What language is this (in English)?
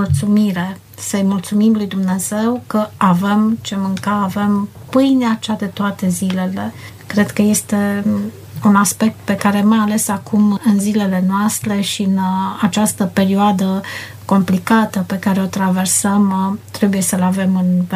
Romanian